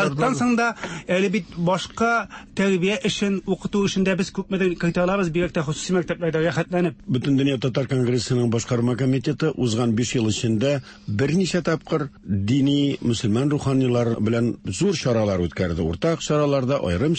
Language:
Tatar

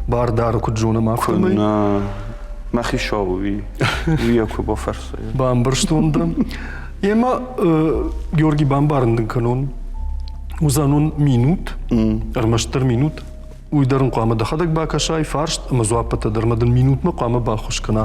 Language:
Ossetic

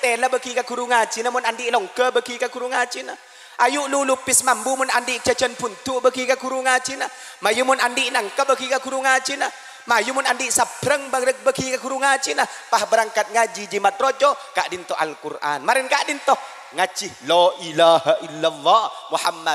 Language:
Madurese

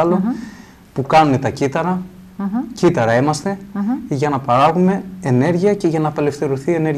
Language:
Greek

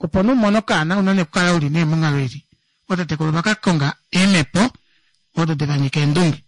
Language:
Kuanyama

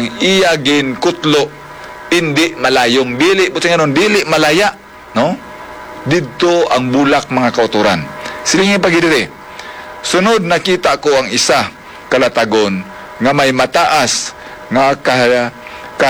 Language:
Hiligaynon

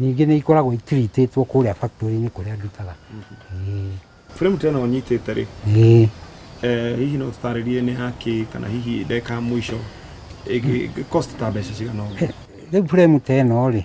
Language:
Kikuyu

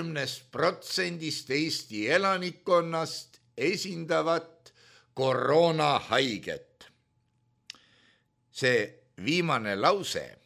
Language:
Estonian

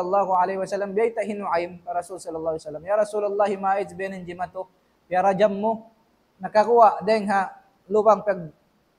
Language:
Tausug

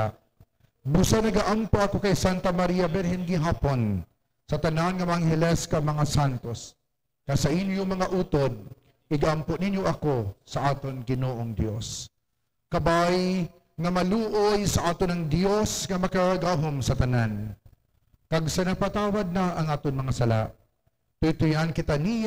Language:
Hiligaynon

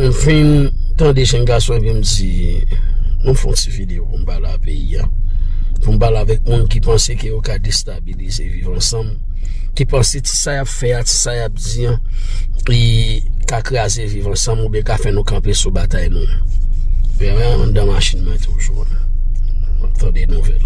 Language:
Haitian Creole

